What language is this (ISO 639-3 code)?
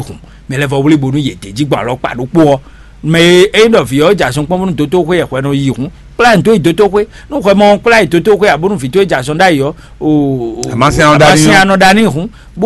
fon